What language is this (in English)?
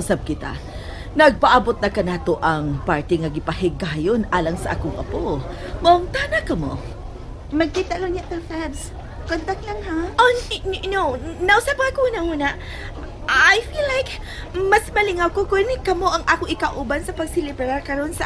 Cebuano